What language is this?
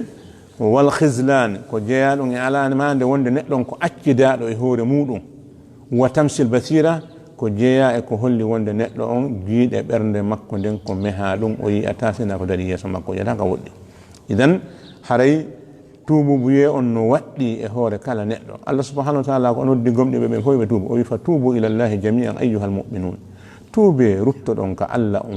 Fula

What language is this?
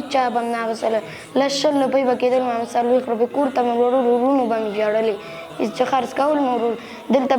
Pashto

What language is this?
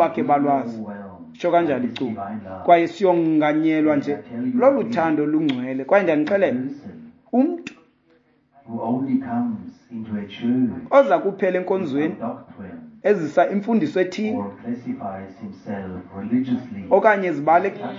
Xhosa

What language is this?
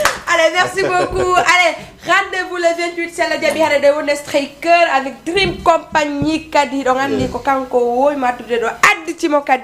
Fula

